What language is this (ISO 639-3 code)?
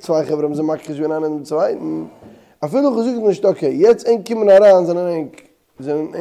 yid